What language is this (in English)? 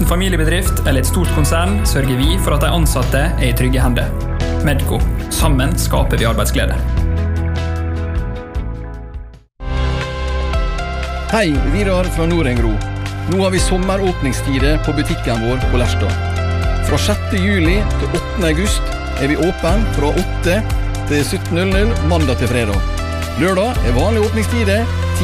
Norwegian